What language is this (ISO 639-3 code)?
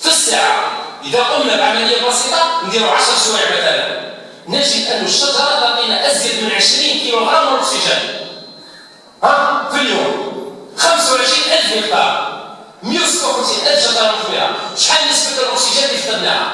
arq